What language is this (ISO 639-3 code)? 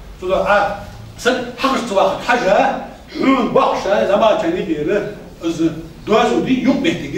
inh